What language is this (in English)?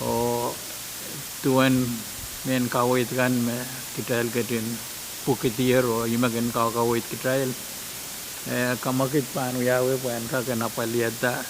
Pohnpeian